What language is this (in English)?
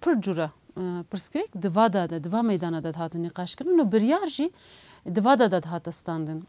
Kurdish